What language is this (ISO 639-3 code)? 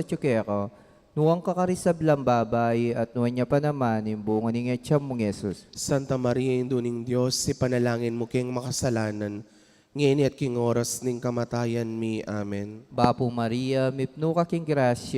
pam